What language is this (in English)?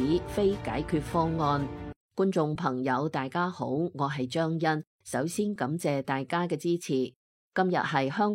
Cantonese